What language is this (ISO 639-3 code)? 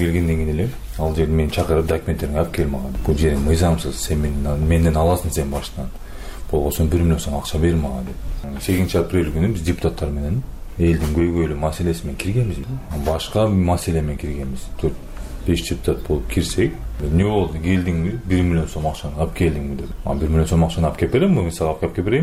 kir